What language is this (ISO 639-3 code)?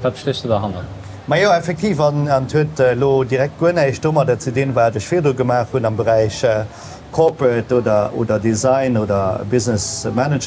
ltz